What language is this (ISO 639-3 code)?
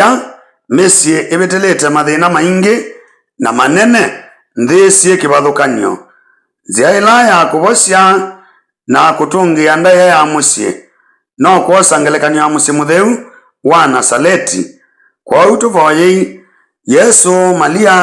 kam